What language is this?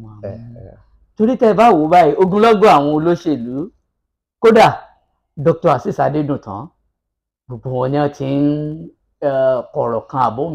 Yoruba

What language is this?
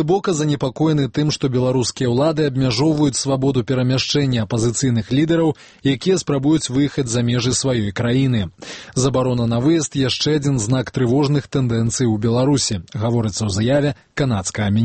Belarusian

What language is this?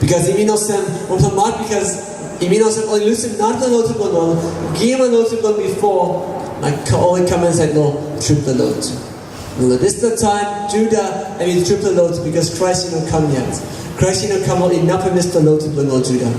Tok Pisin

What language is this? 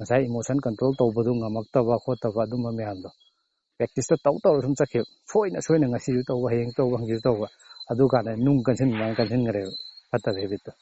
Manipuri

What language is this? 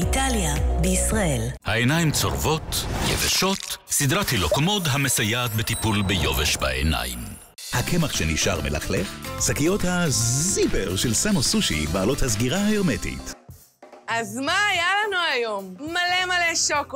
Hebrew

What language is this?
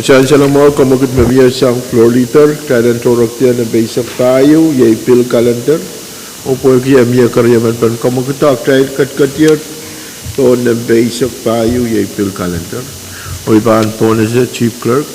Pohnpeian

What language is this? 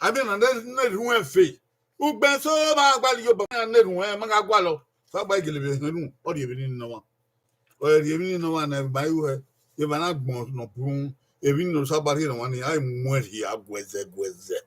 Bini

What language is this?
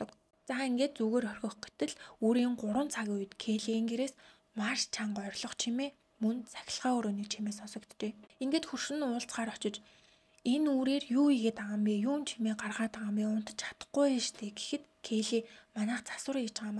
Mongolian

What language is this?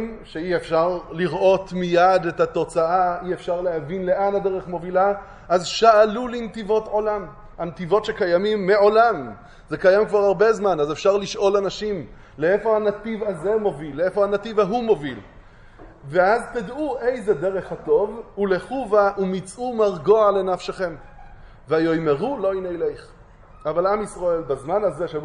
Hebrew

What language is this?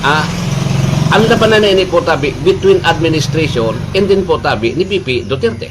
Bikol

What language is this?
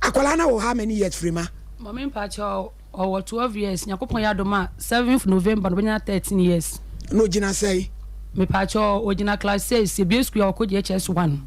Akan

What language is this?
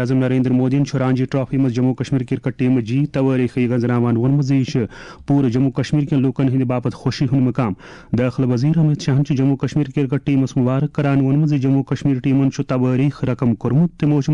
Kashmiri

